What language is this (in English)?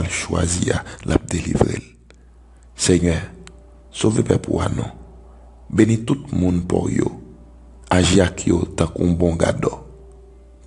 Haitian Creole